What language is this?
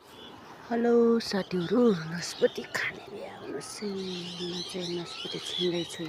Nepali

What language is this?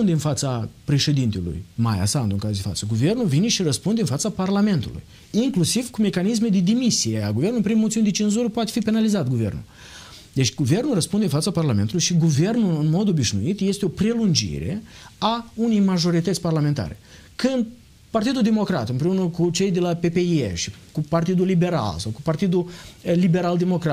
Romanian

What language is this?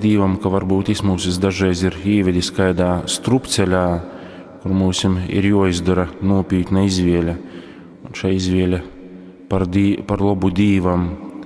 Latgalian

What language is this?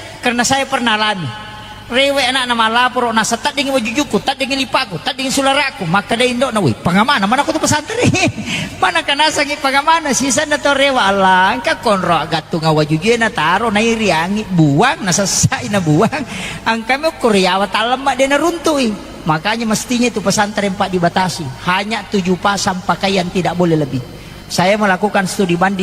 Buginese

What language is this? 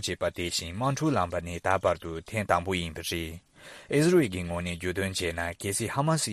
Tibetan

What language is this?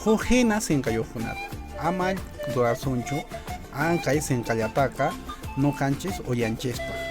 Quechua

